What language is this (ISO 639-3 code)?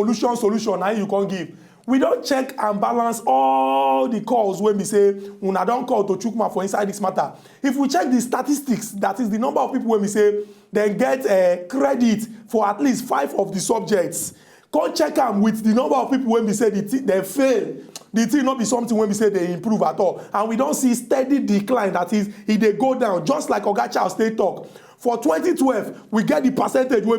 pcm